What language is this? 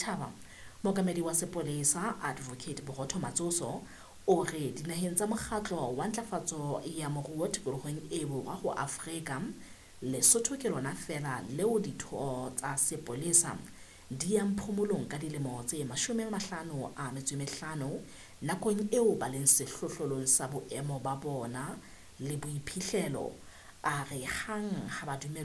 Southern Sotho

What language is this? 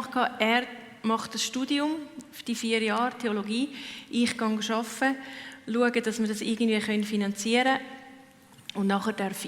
Swiss German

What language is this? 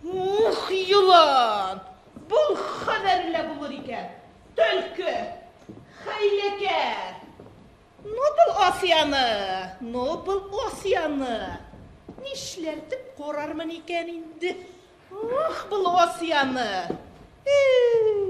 Bashkir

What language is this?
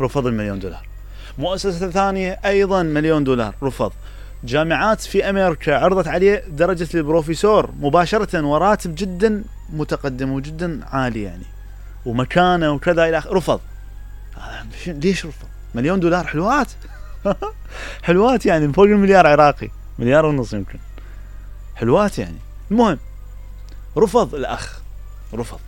Mesopotamian Arabic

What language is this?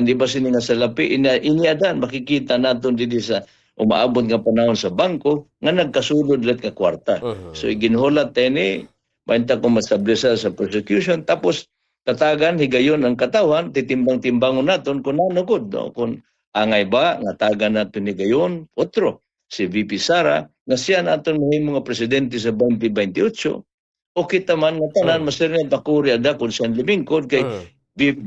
Waray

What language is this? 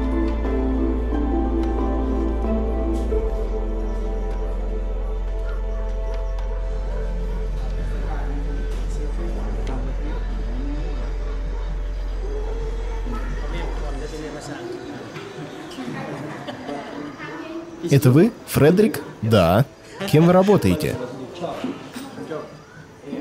Russian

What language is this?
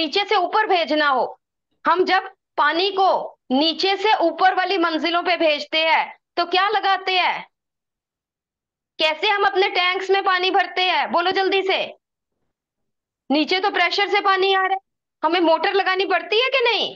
Hindi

